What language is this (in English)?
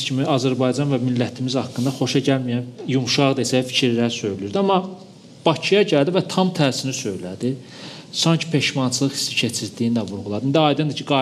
Azerbaijani